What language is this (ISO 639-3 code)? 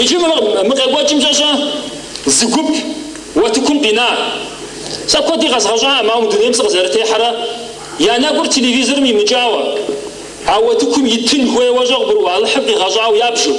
kbd